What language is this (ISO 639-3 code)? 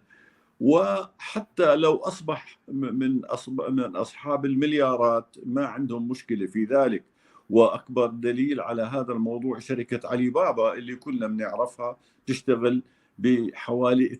apc